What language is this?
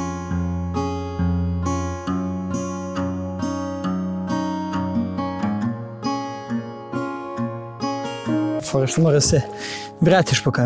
Croatian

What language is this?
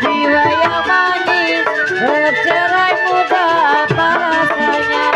Betawi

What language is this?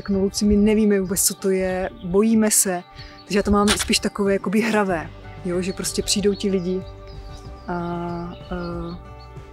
Czech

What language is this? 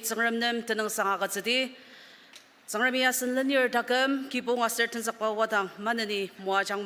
Ao Naga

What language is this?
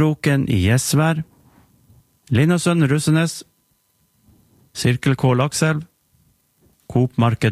Norwegian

